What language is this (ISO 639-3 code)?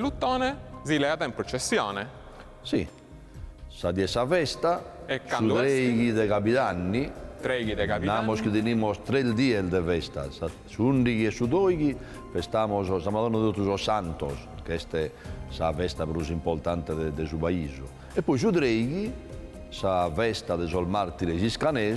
srd